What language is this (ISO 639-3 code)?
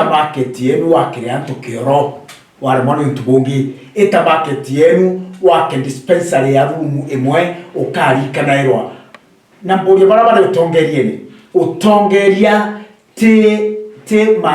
mer